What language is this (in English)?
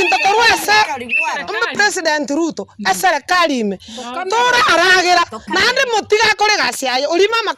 Gusii